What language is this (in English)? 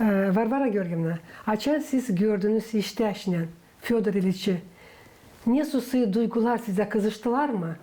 Gagauz